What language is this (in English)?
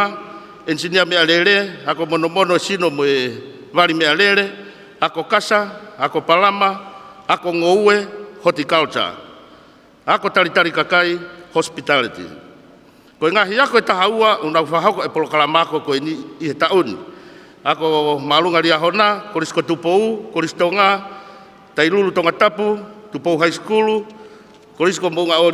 Tongan